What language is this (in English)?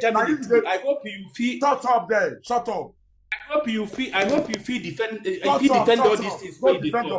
Nigerian Pidgin